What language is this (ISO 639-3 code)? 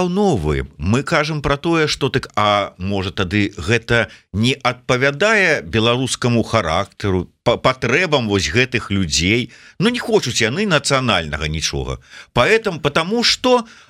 bel